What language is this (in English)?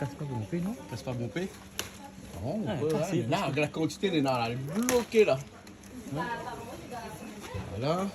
Réunion Creole French